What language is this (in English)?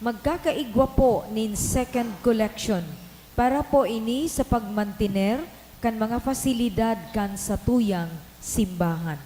Bikol